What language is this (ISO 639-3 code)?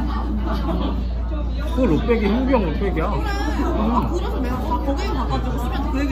kor